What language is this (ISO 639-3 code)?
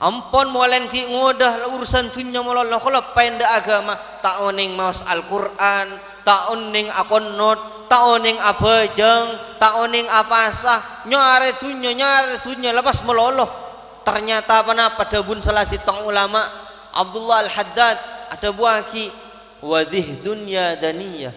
mad